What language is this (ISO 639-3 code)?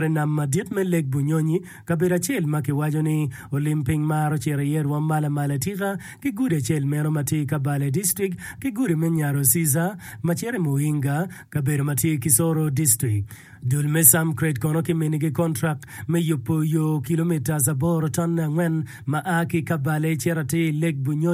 ach